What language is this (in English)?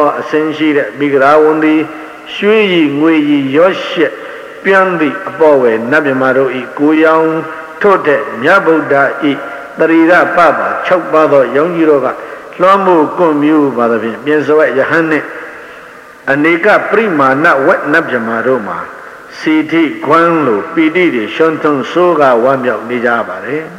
Burmese